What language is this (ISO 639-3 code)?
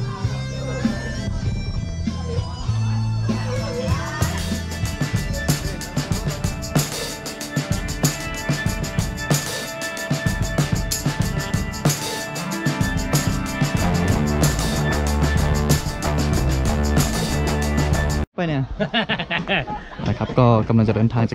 tha